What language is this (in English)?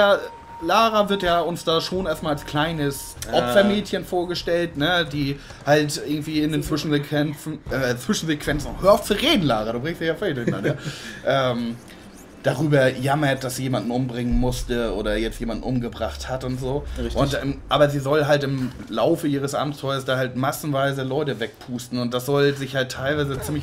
German